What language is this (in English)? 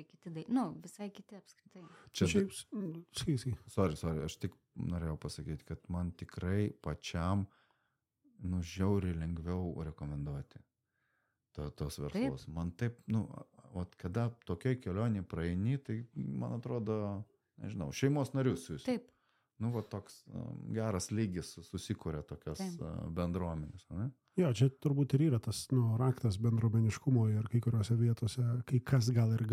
Lithuanian